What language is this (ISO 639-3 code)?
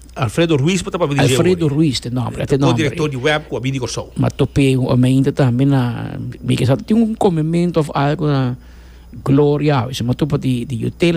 pap